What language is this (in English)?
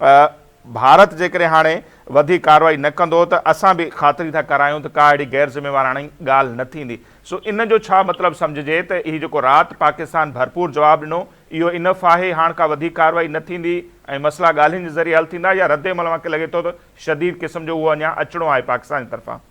Sindhi